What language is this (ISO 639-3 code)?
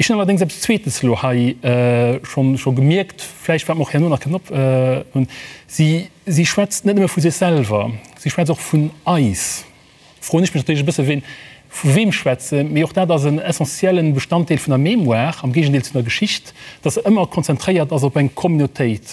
ltz